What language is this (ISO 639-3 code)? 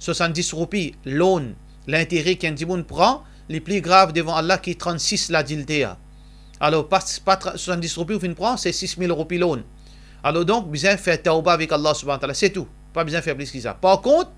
mfe